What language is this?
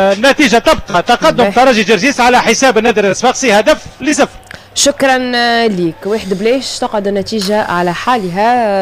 Tunisian Arabic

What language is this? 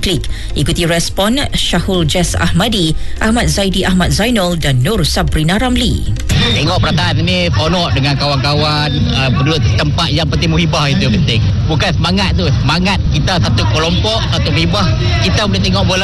Malay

